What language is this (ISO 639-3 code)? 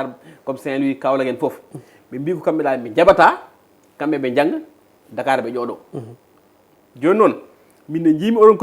ful